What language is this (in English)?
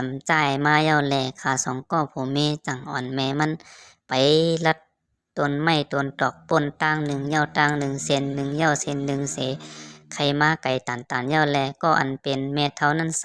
Shan